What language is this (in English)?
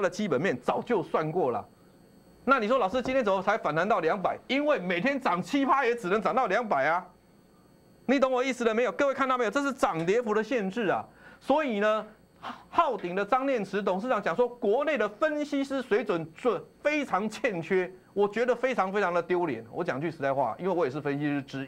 Chinese